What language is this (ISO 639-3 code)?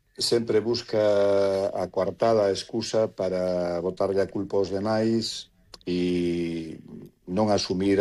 glg